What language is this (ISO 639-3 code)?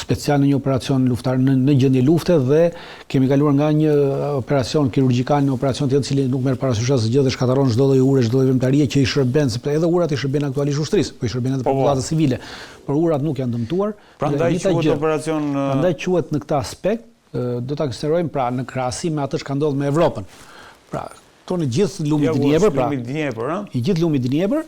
sqi